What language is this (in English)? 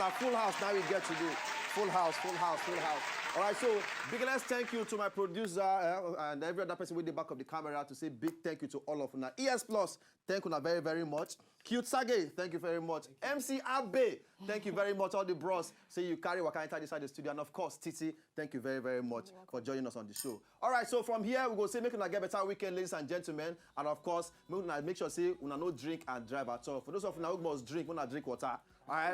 Nigerian Pidgin